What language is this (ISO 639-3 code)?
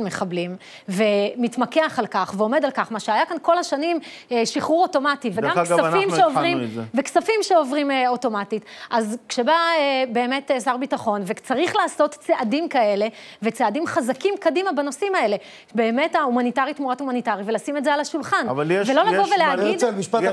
heb